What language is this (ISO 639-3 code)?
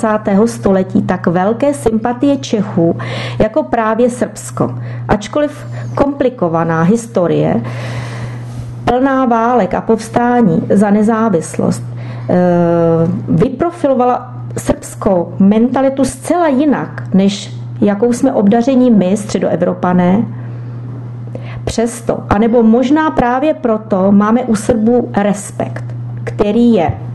ces